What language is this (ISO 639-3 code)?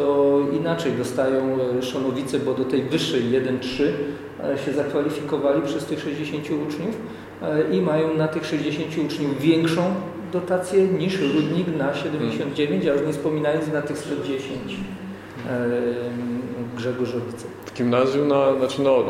pol